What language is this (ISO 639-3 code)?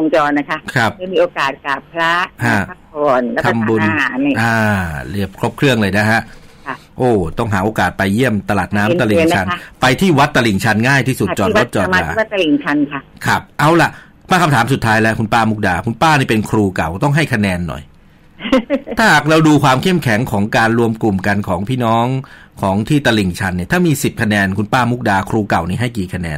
tha